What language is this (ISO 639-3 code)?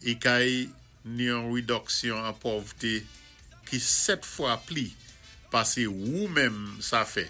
acf